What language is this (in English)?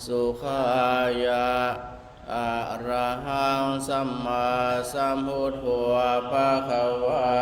Pali